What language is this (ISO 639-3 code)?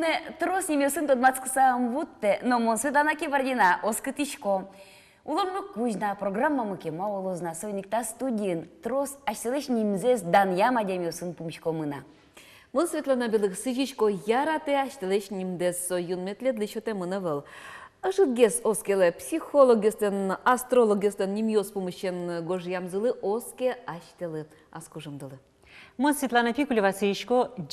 udm